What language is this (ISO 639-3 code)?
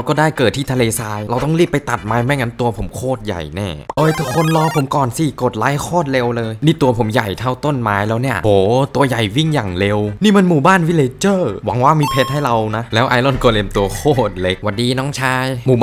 tha